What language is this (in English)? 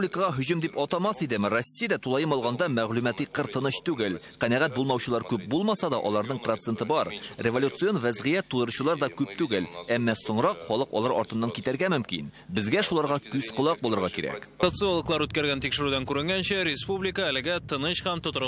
Tatar